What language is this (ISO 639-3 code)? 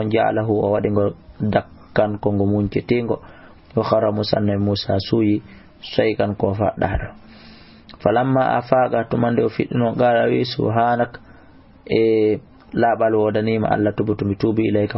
ful